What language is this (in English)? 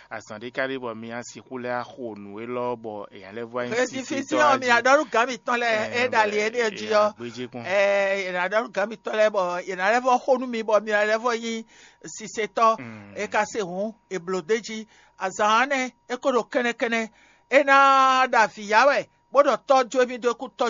Fon